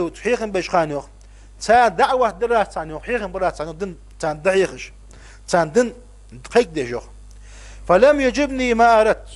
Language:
Ingush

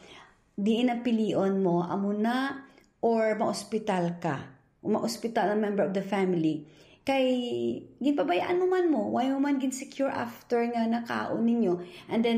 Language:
Hiligaynon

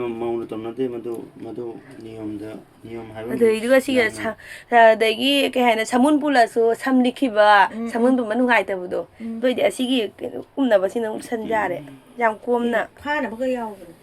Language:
Manipuri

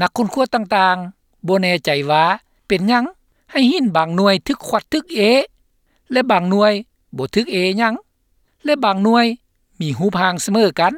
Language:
Lao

